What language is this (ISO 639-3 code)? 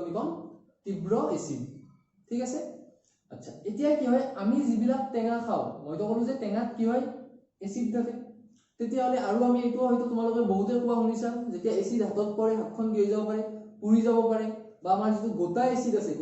asm